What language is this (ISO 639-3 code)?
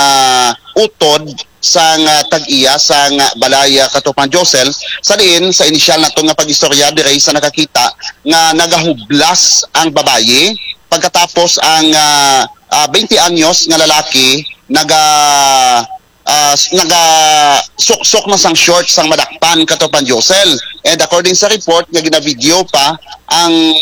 hil